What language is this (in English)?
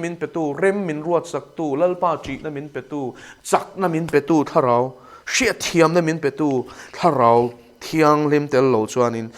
Mizo